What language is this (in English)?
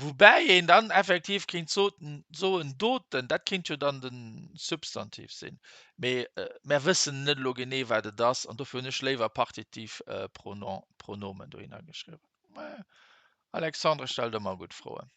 Luxembourgish